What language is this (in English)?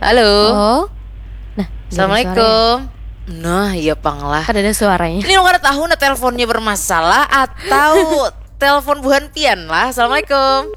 Banjar